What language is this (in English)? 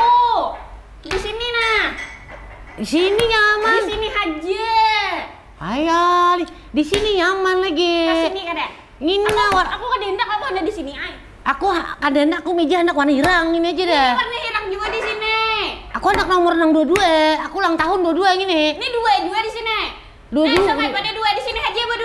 Banjar